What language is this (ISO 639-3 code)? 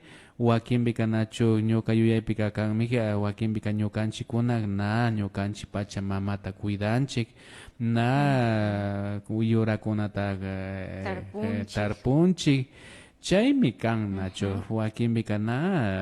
qvi